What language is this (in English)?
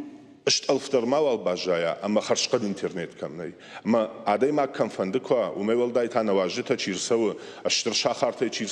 Ossetic